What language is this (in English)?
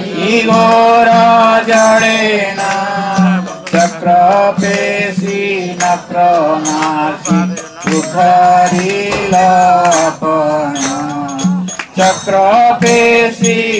Odia